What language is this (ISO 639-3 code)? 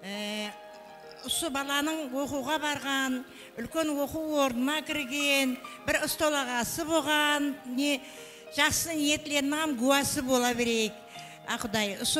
kaa